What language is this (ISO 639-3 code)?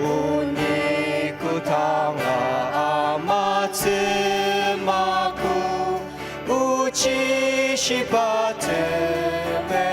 njo